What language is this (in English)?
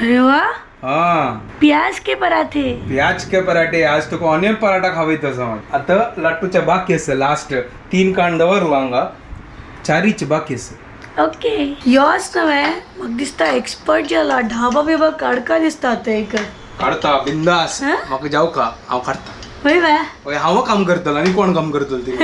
Konkani